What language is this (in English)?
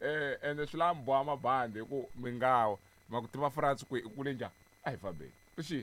Tsonga